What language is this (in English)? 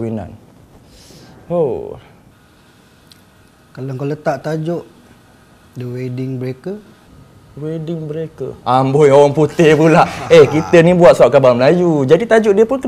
Malay